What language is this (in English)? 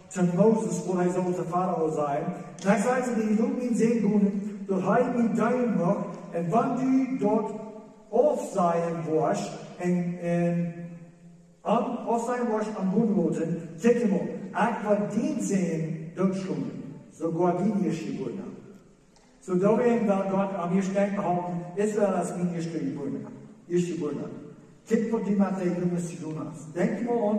Plautdietsch